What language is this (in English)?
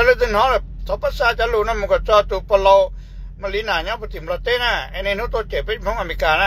Hmong